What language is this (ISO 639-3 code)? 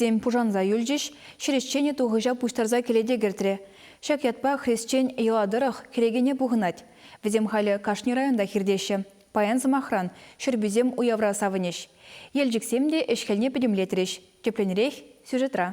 chv